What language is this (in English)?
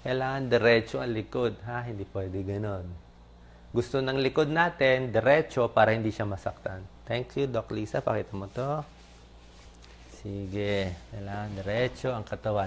Filipino